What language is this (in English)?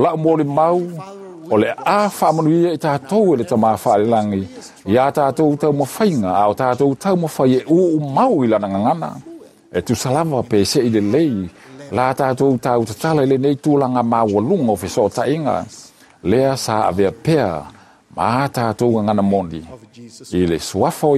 Samoan